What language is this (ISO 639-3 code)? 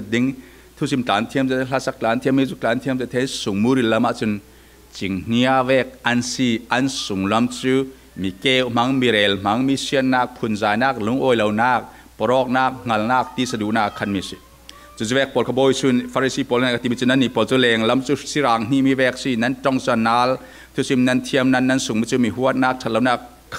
cfm